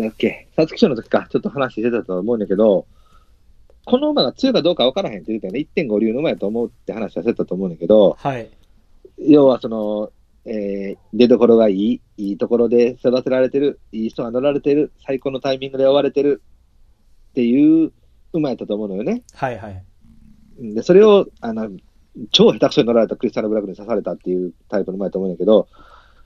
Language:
Japanese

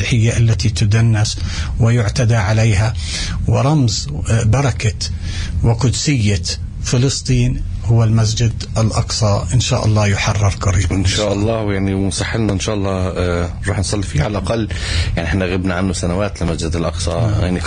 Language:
North Levantine Arabic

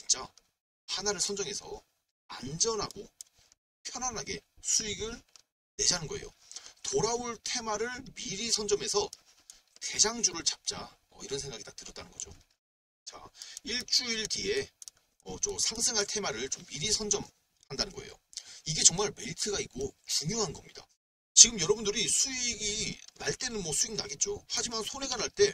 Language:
Korean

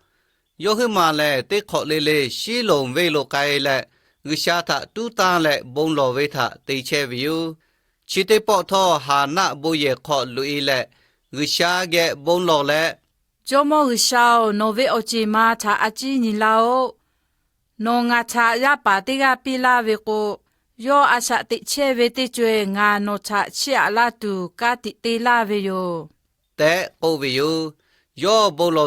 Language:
Lahu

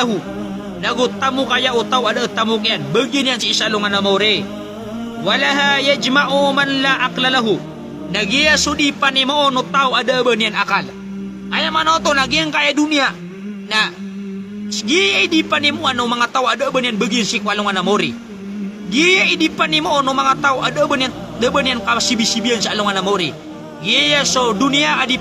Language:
Maranao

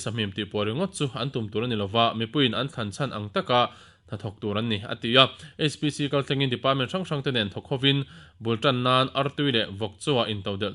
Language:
Mizo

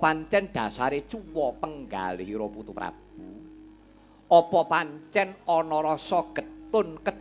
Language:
Javanese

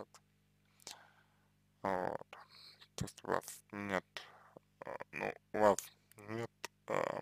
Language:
Russian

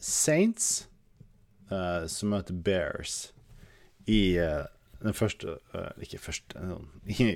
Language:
Norwegian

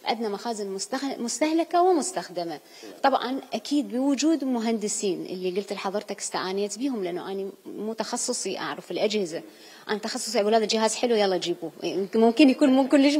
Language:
Mesopotamian Arabic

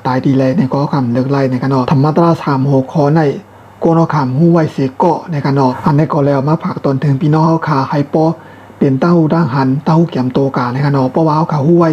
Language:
Shan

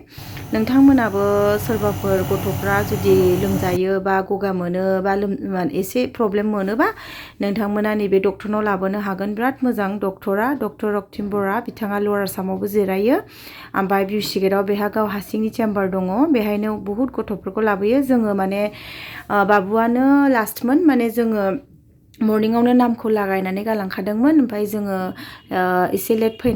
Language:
Bodo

